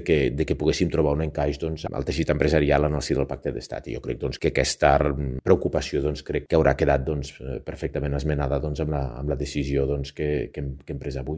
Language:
Catalan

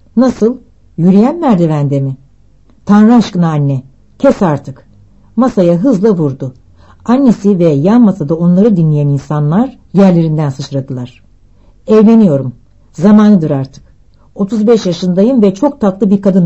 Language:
Turkish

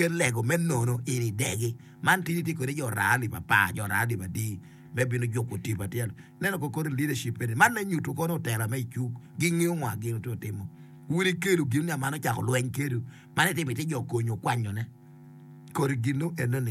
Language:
Acoli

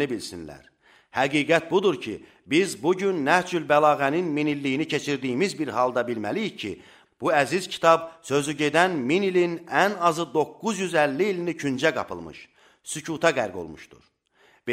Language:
Azerbaijani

